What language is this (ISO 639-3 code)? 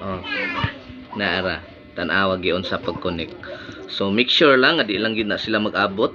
ceb